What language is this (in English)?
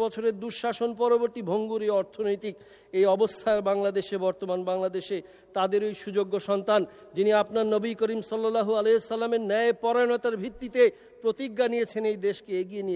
Bangla